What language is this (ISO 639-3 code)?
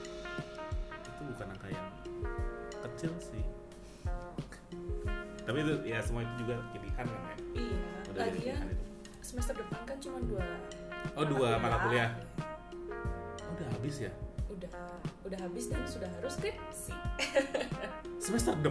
ind